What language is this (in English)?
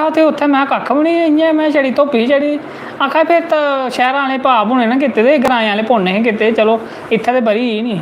Dogri